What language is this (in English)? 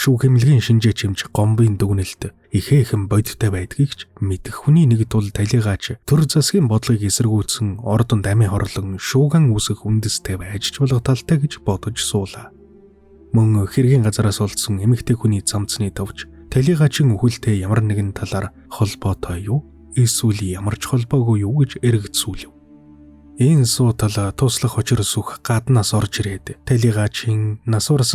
Mongolian